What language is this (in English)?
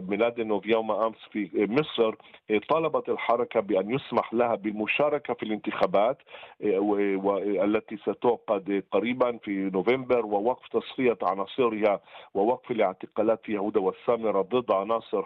Arabic